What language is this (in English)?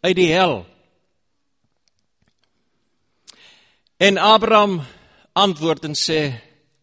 Afrikaans